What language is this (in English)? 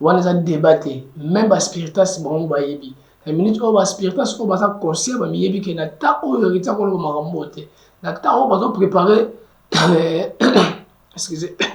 Lingala